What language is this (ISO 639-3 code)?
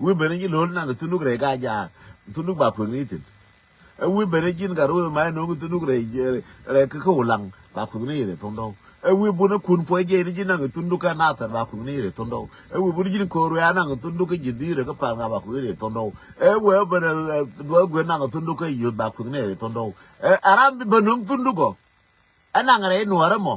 nus